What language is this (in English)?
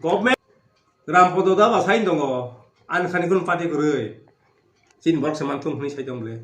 Kok Borok